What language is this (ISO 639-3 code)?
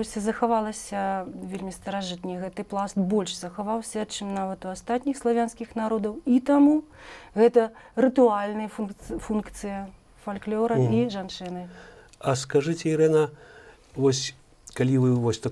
bel